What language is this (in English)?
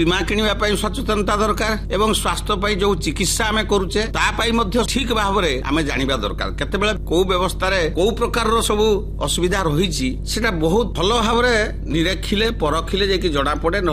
Odia